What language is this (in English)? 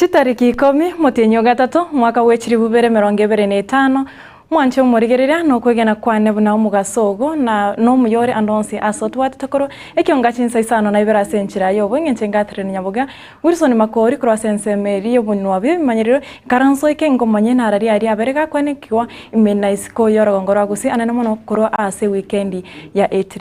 Gusii